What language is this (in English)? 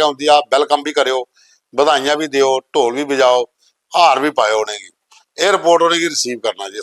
Dogri